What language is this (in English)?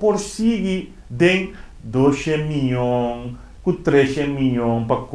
Papiamento